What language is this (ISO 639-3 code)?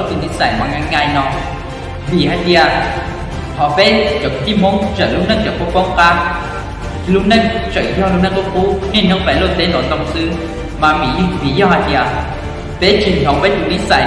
hmn